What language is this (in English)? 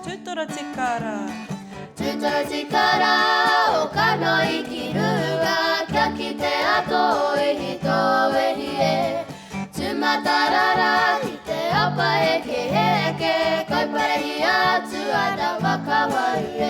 Māori